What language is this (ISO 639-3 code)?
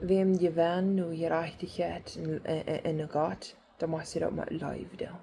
pdt